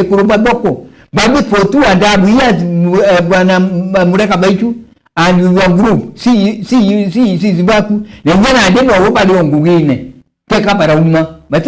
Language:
Meru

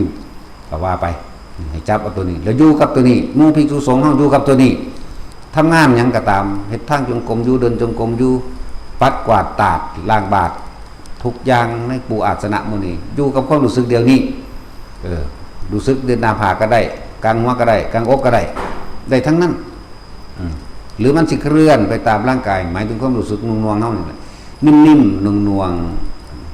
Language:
Northeastern Thai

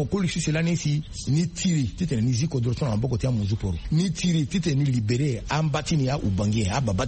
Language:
Sango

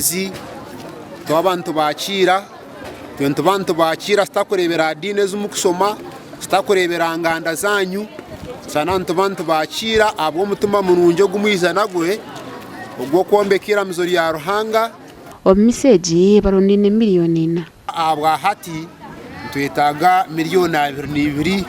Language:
Nyankole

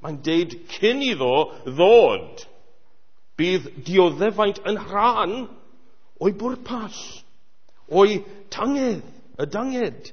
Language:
Welsh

